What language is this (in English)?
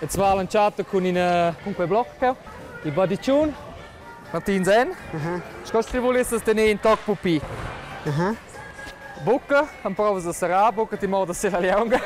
Romansh